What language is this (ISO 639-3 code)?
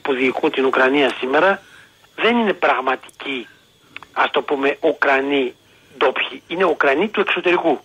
ell